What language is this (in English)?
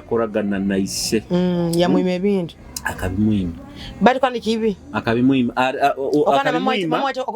Nyoro